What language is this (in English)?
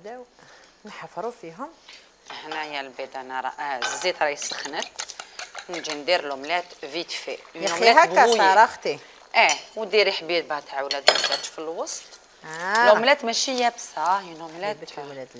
Algerian Arabic